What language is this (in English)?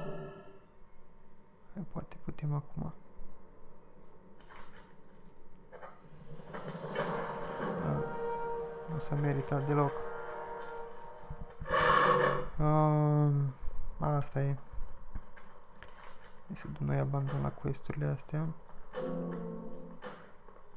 Romanian